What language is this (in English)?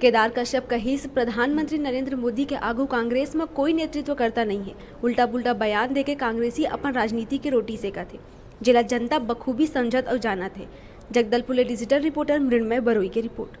Chhattisgarhi